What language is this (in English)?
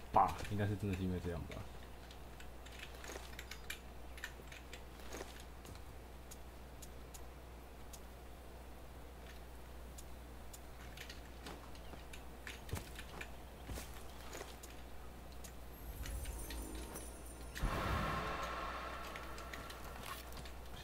Chinese